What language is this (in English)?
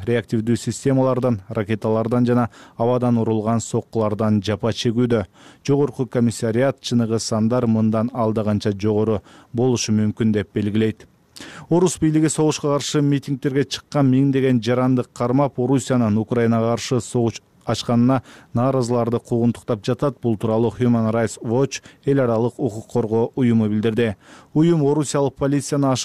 Kyrgyz